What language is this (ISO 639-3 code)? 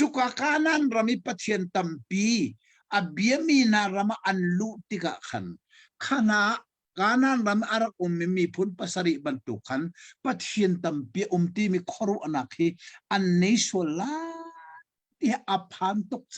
cnh